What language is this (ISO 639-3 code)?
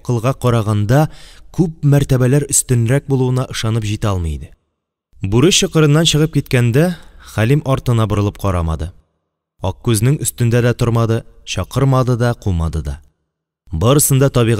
tat